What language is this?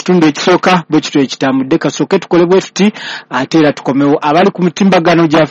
Ganda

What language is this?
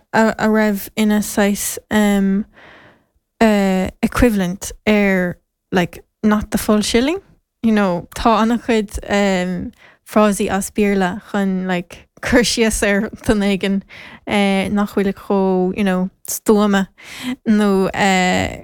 Irish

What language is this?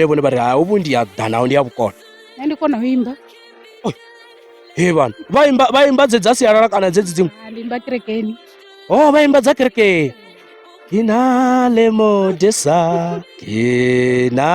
Venda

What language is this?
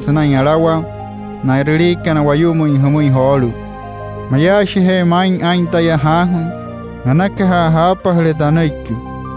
Wayuu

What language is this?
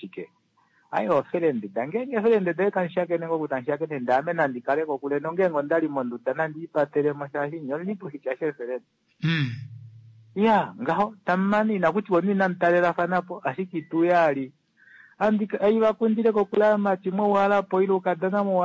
Kuanyama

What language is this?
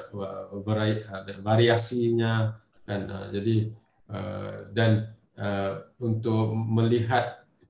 Indonesian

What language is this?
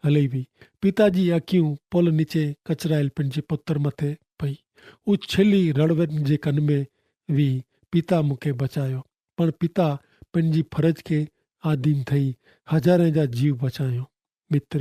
Kachhi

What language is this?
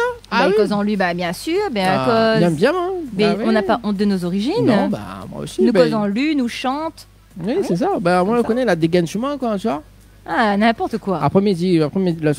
French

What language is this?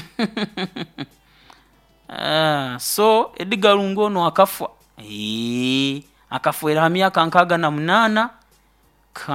Nyoro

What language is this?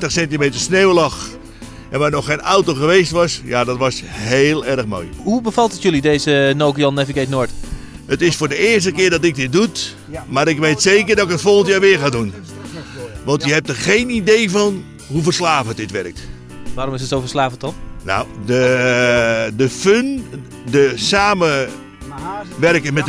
Dutch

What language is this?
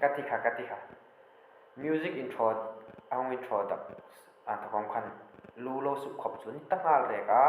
Hmar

